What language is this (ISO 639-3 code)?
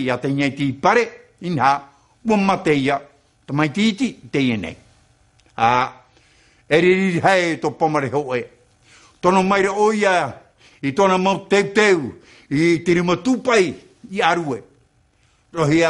tah